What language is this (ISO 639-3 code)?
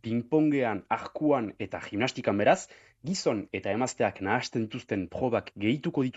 eus